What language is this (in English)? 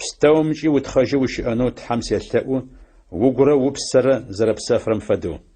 Adyghe